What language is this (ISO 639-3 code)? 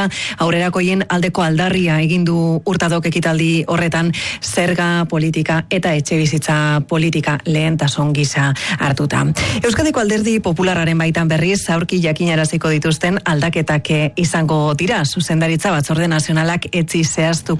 eus